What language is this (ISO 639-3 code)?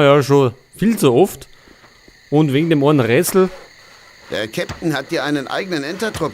bar